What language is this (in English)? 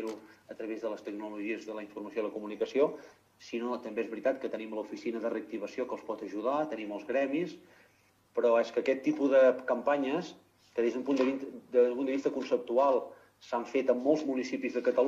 Catalan